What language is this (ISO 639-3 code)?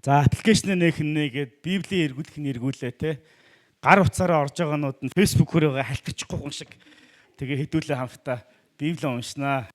mon